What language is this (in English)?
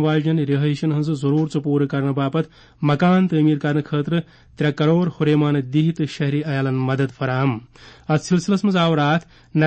Kashmiri